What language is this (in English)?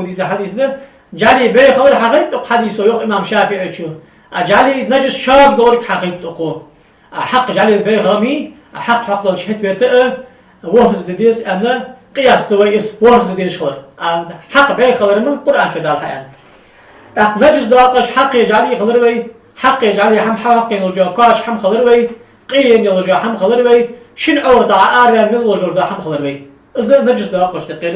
Ingush